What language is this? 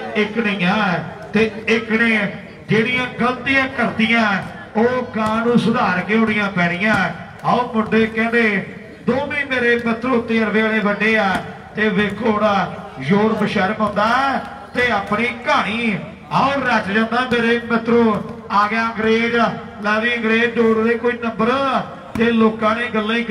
Punjabi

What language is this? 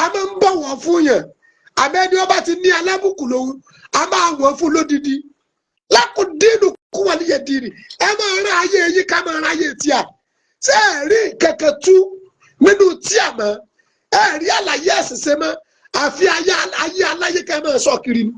Yoruba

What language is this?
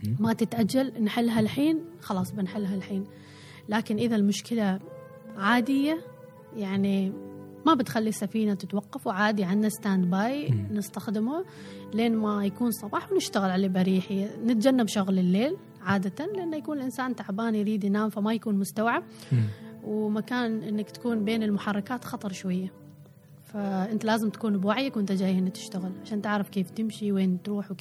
Gulf Arabic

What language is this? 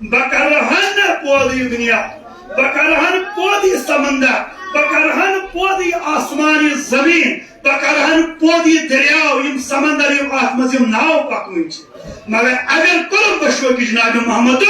Kashmiri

